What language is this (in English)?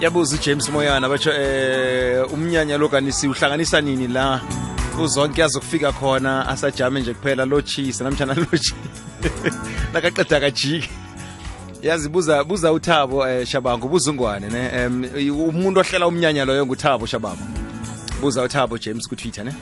South Ndebele